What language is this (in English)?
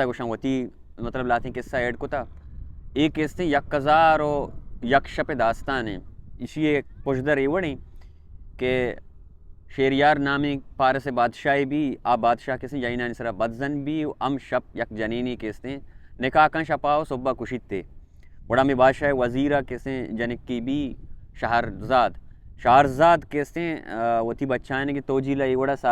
Baluchi